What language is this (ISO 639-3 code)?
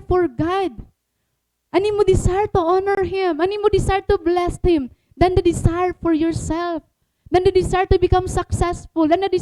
war